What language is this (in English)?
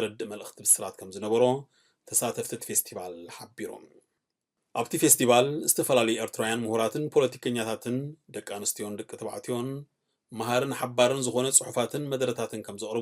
Tigrinya